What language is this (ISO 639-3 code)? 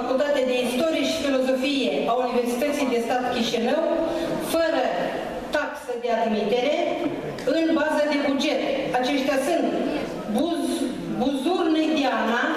ron